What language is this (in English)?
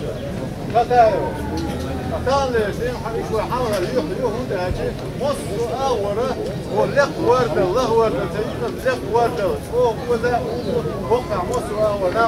Chechen